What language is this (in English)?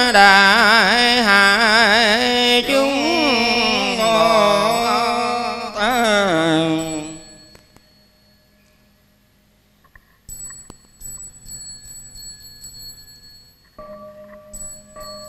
Vietnamese